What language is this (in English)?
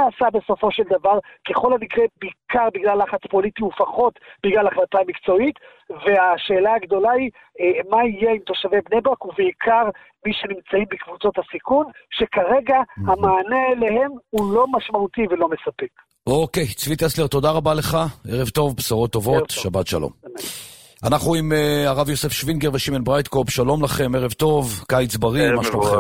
Hebrew